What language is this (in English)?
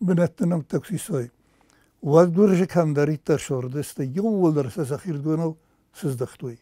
Ossetic